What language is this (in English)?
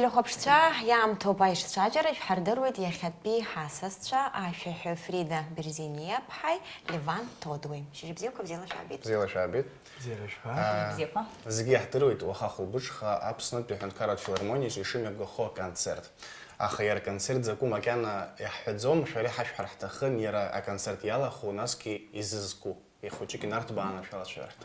Abkhazian